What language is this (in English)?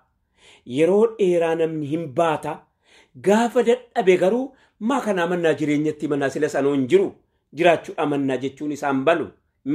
Oromo